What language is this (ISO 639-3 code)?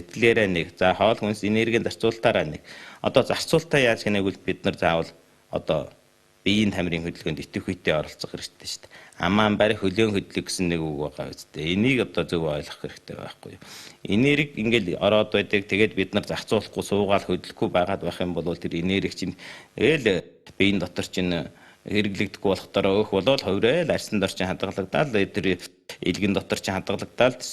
mon